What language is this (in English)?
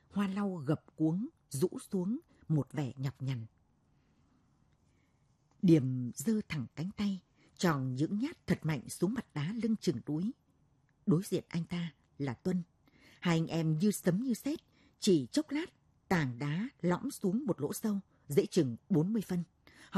Vietnamese